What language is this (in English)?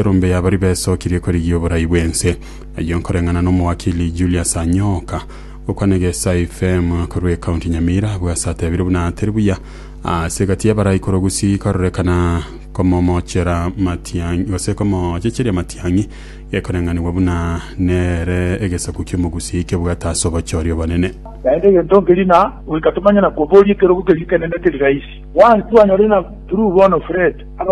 Gusii